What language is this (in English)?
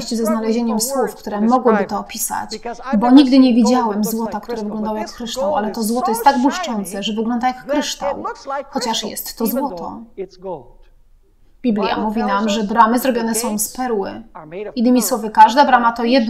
Polish